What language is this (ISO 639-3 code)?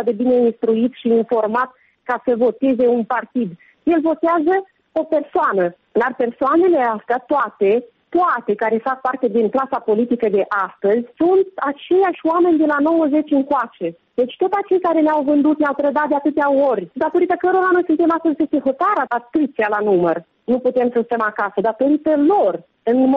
ron